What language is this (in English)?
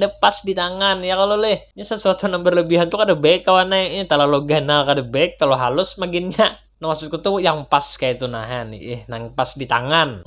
Banjar